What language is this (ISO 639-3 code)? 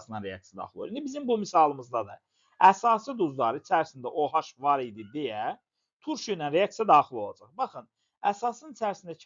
aze